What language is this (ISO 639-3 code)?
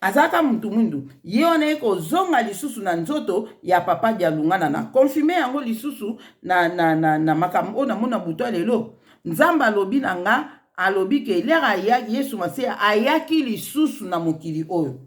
lin